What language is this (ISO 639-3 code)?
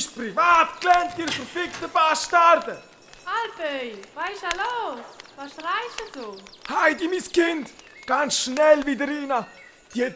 gsw